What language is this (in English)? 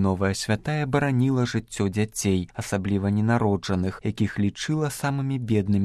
Belarusian